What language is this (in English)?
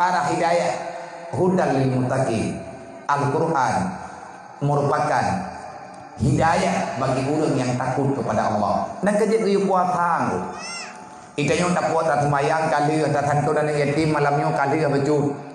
Achinese